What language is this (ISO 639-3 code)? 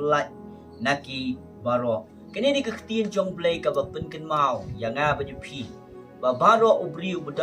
kha